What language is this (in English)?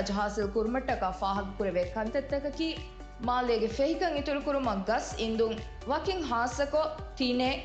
Divehi